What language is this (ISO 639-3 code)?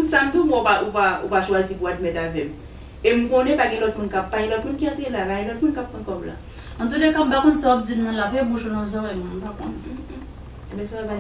hat